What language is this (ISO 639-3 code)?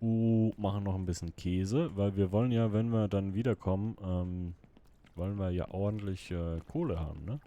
gsw